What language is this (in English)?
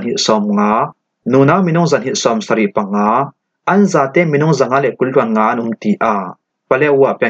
Falam Chin